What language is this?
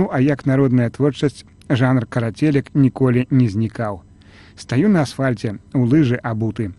Belarusian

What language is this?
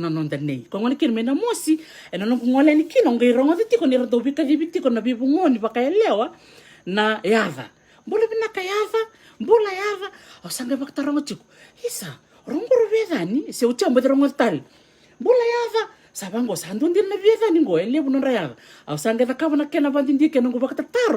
Fijian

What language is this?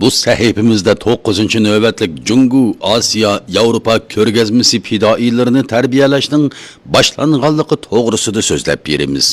Uyghur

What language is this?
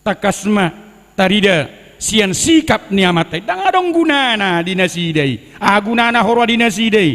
Batak Toba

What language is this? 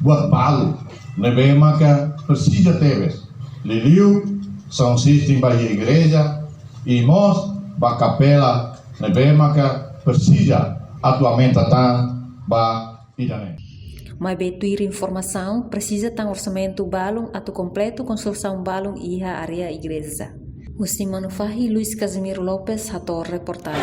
Tetum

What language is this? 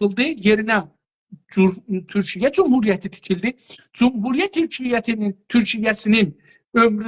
South Azerbaijani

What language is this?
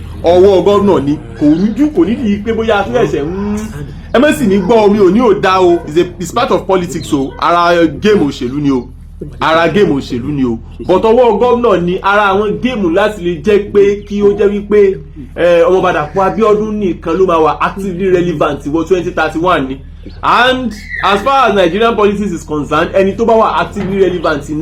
Yoruba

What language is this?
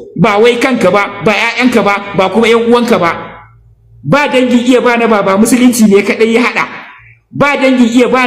Hausa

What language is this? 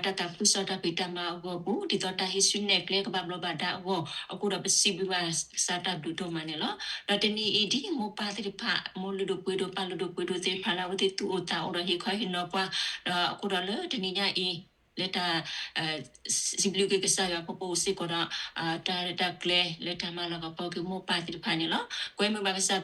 S'gaw Karen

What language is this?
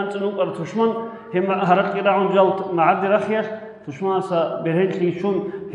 Avaric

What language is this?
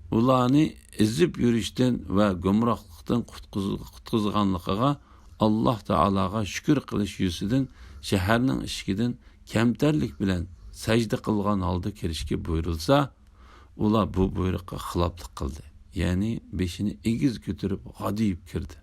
Uyghur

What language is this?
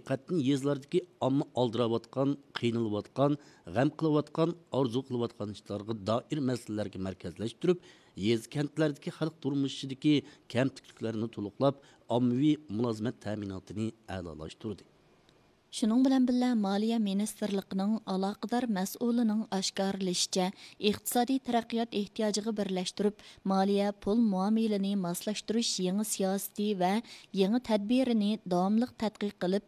Uyghur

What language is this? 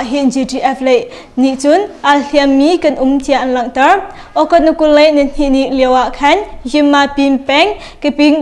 Hakha Chin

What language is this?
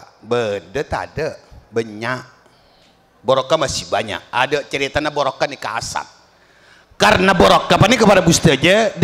Madurese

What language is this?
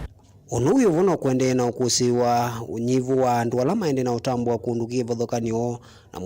Kamba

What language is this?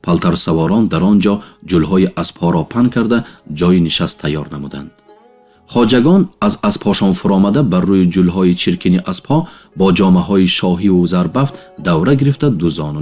Tajik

